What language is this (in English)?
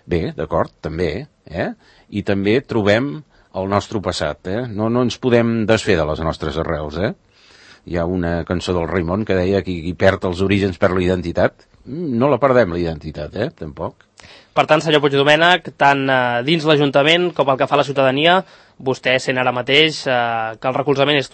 Catalan